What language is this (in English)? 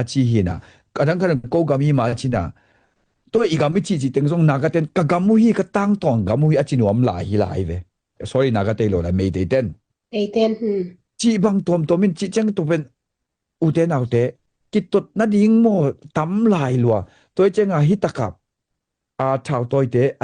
Tedim Chin